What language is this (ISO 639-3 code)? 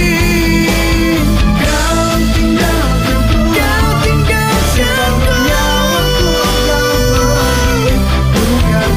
msa